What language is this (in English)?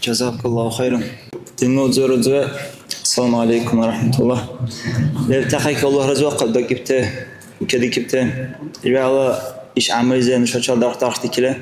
Dargwa